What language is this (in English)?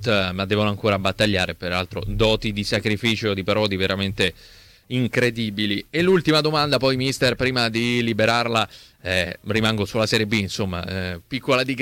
Italian